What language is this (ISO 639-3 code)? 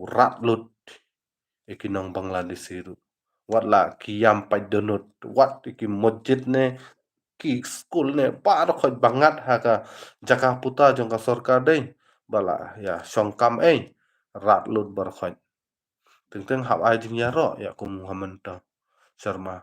kha